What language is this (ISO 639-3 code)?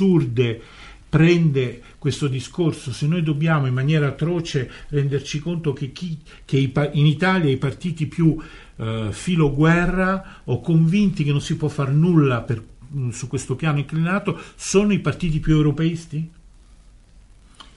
ita